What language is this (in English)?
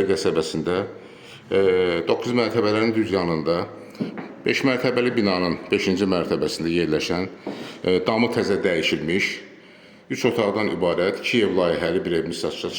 Azerbaijani